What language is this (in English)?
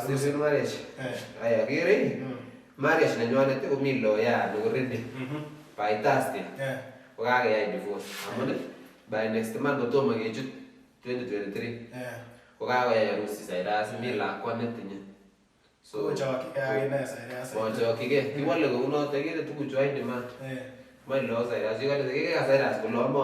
Kalenjin